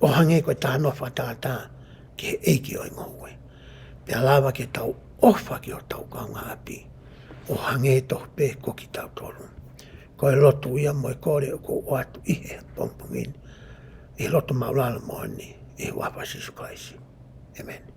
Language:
Tongan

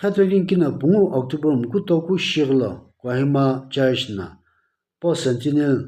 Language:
Sumi Naga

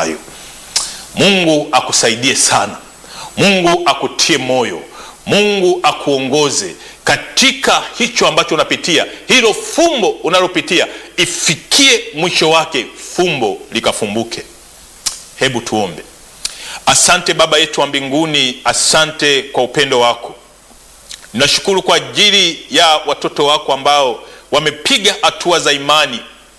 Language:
Swahili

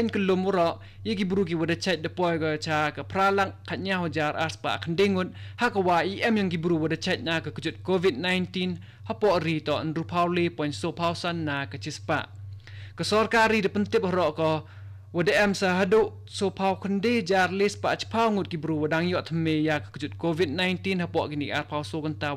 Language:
Khasi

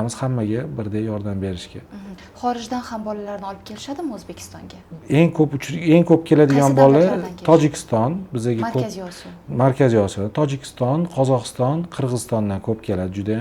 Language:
Uzbek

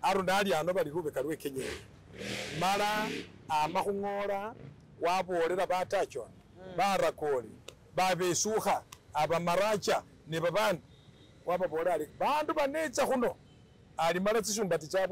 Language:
Masaaba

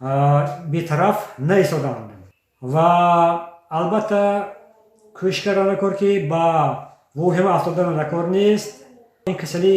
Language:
Tajik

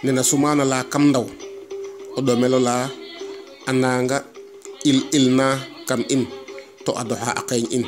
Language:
Serer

